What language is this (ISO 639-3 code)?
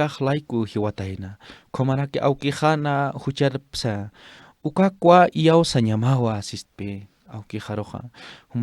aym